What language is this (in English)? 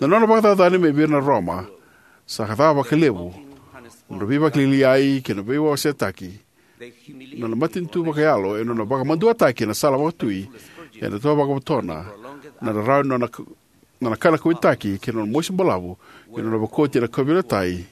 Fijian